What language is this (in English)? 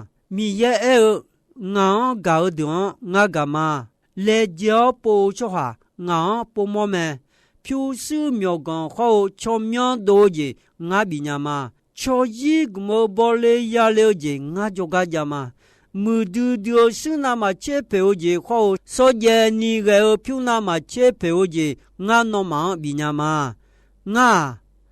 Akha